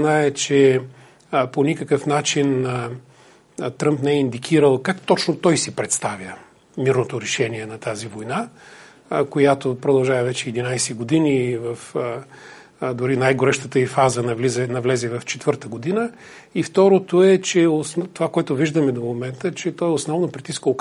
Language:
Bulgarian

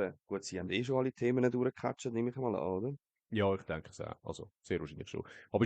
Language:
Swiss German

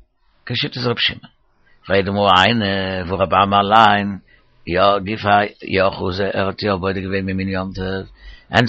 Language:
Yiddish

